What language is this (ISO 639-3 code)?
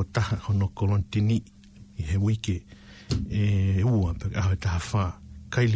ton